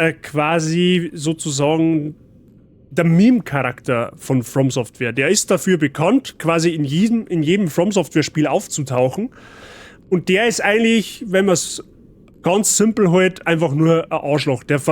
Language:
Bavarian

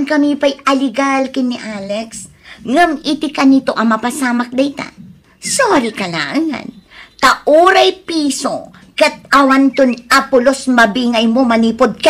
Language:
Iloko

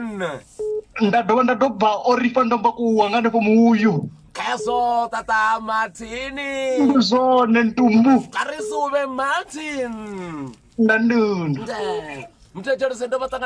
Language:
Venda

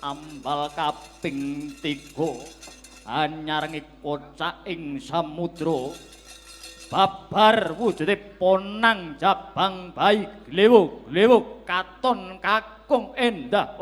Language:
Javanese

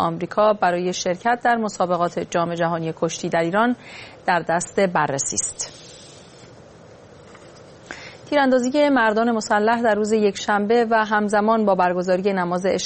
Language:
Persian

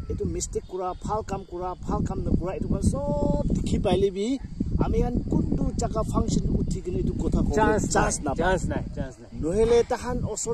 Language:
Naga Pidgin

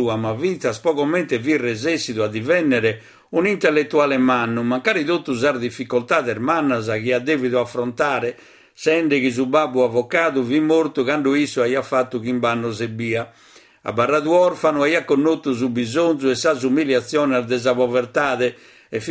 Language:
Sardinian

